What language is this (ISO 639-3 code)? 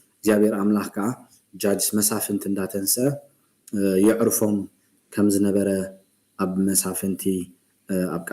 tir